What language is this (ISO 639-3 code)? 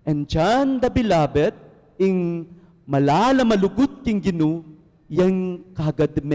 pam